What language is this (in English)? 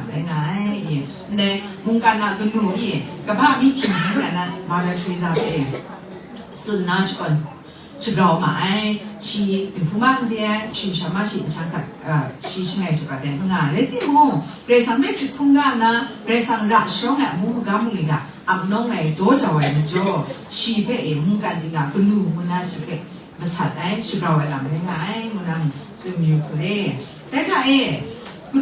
Kachin